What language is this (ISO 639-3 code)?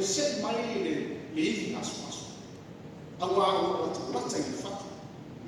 smo